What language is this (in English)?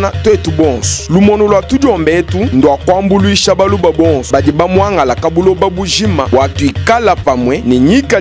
Luba-Lulua